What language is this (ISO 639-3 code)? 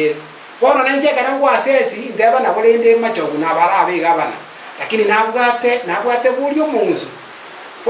guz